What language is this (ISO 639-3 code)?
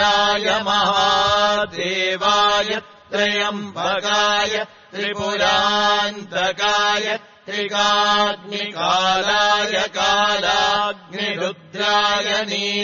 san